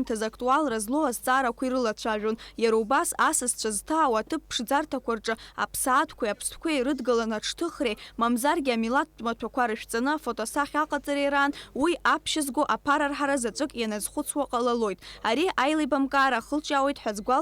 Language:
Abkhazian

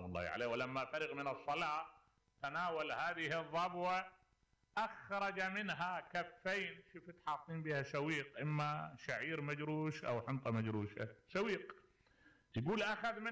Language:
Mesopotamian Arabic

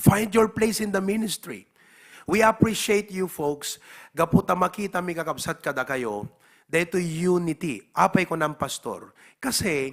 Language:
Iloko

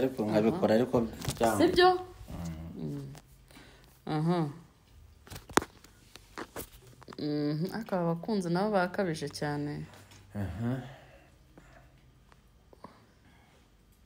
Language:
Kinyarwanda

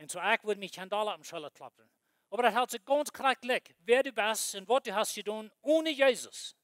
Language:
Plautdietsch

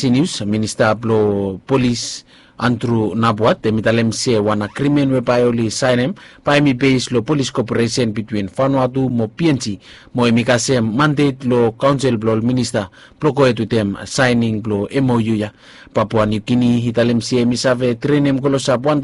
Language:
Bislama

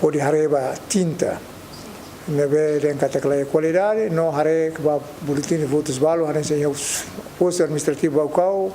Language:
Tetum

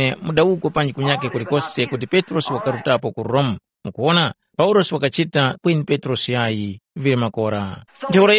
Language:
Tumbuka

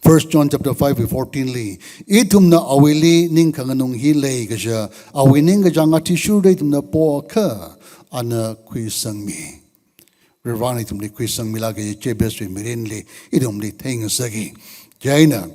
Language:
Tangkhul Naga (India)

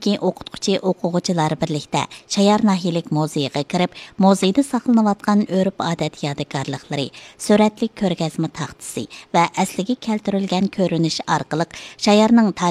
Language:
Uyghur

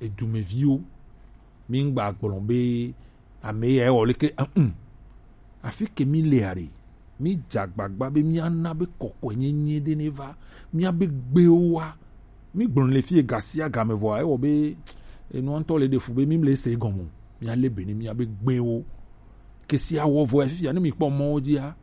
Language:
Gen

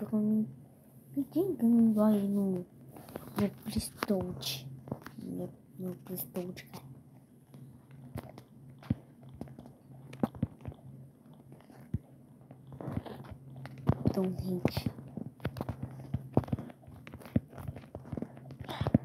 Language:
Portuguese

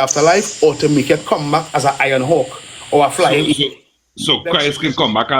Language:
Jamaican Creole English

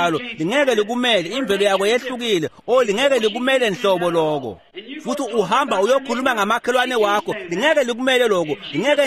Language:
Swati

